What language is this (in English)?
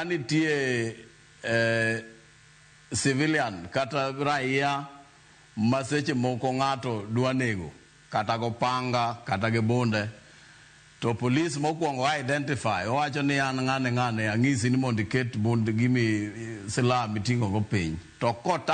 Luo (Kenya and Tanzania)